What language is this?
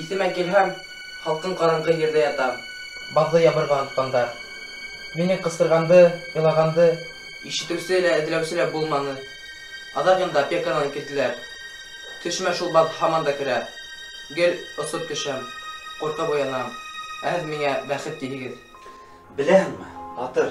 Bashkir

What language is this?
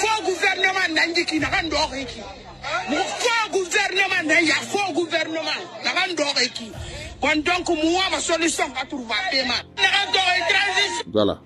Fula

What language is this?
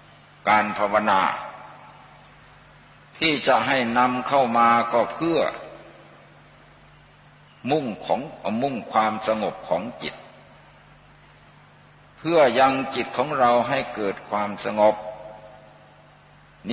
Thai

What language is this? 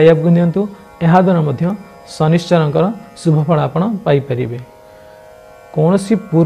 Odia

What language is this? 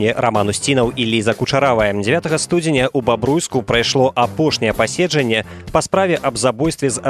Belarusian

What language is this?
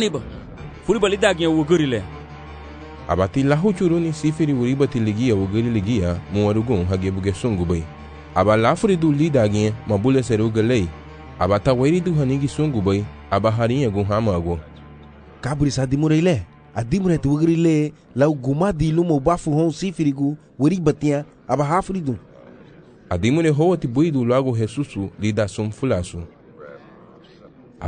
Garifuna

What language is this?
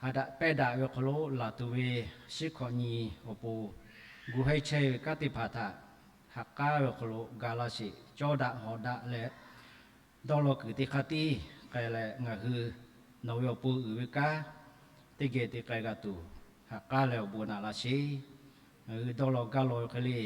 Lahu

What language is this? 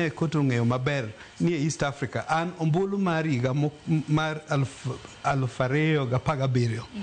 Luo (Kenya and Tanzania)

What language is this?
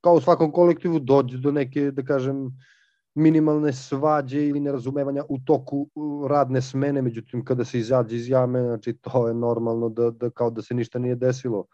Serbian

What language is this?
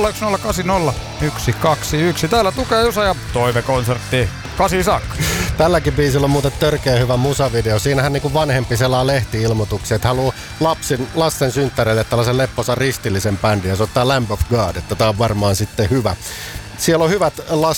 Finnish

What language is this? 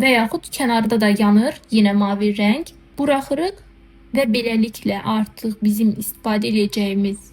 Azerbaijani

